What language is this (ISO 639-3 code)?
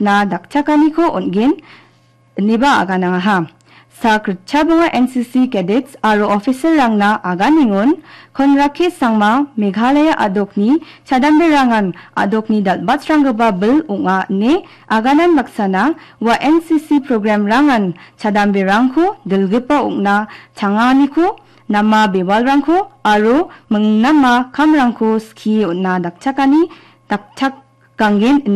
grt